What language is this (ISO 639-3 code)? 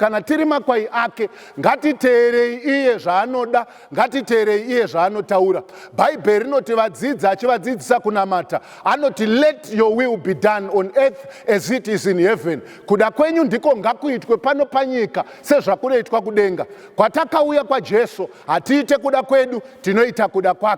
sna